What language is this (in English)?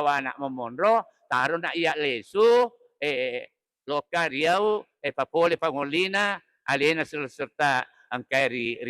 Buginese